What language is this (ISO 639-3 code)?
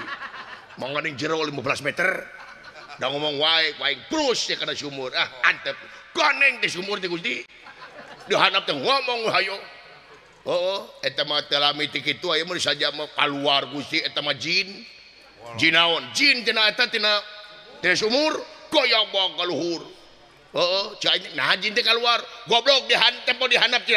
sun